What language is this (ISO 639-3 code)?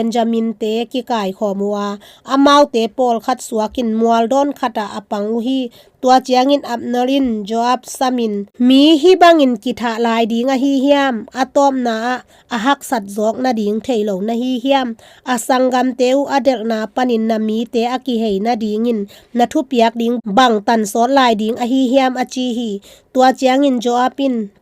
ctd